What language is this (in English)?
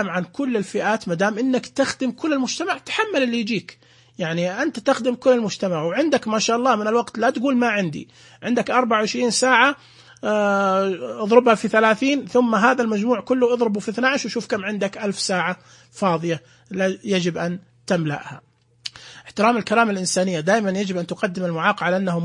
Najdi Arabic